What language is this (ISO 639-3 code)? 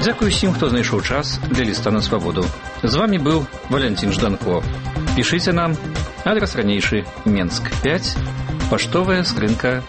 bel